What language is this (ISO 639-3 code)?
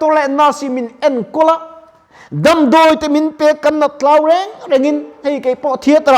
lus